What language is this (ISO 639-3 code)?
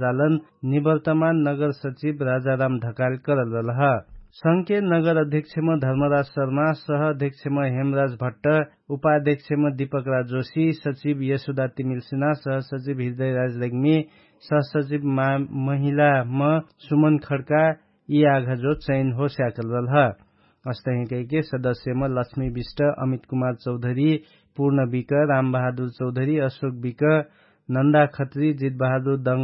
thl